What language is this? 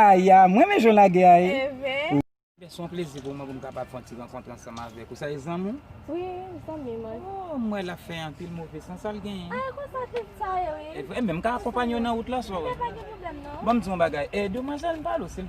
Haitian Creole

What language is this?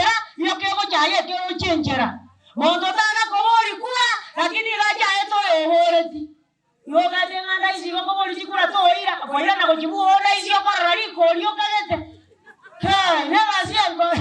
Gusii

